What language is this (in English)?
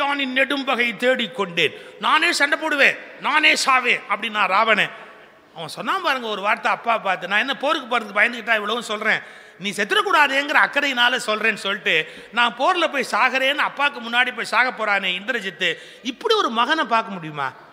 Tamil